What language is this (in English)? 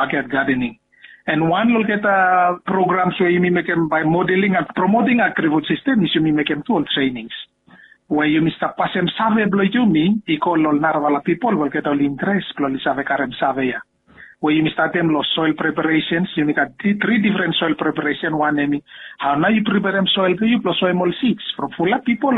Bislama